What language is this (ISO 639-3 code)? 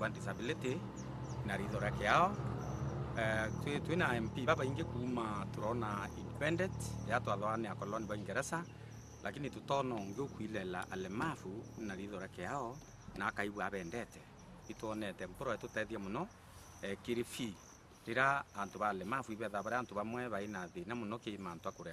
mer